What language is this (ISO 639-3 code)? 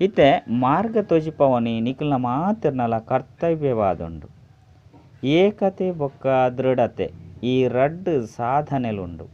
tcy